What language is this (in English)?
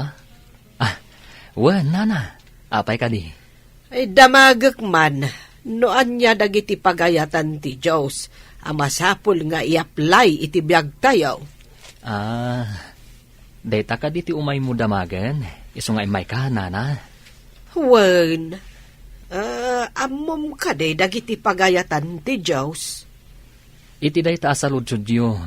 Iloko